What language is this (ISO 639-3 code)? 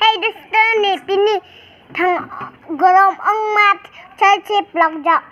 mjw